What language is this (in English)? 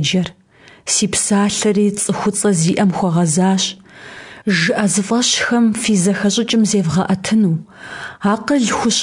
Kabardian